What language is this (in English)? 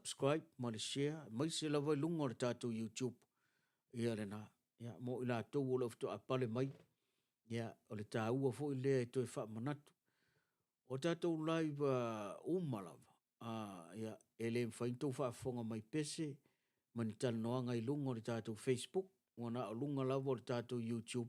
Samoan